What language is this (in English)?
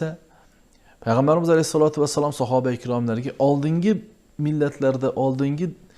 Uzbek